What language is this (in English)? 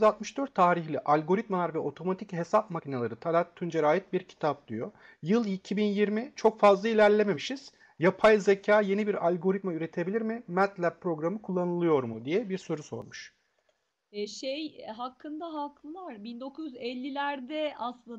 Turkish